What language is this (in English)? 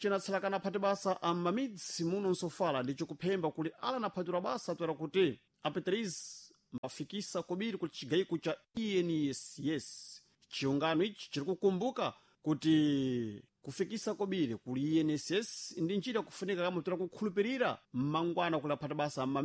Sena